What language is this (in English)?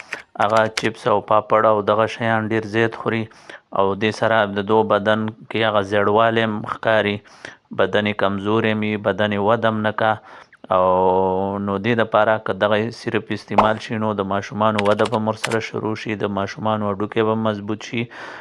Pashto